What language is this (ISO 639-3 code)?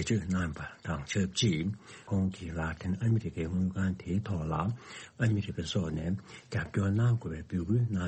bod